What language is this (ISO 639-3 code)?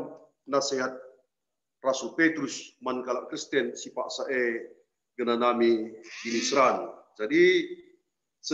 btx